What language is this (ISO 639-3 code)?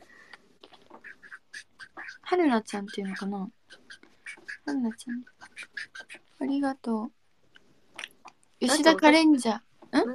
jpn